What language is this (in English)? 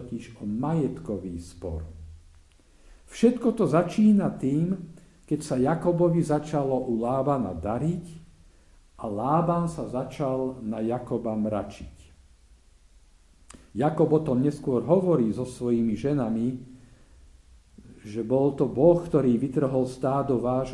Slovak